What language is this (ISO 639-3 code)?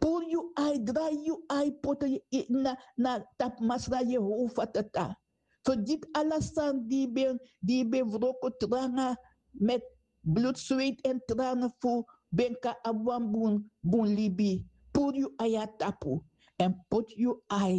srn